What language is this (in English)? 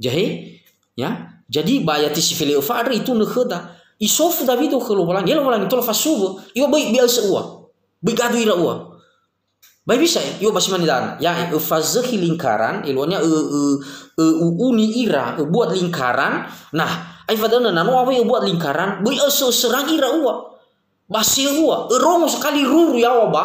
Nias